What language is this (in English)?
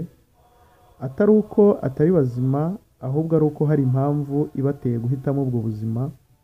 Kinyarwanda